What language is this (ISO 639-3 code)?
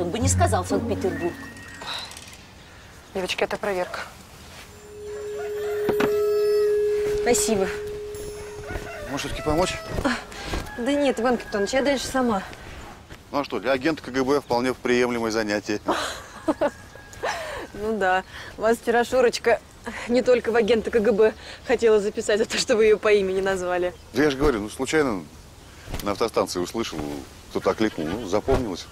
rus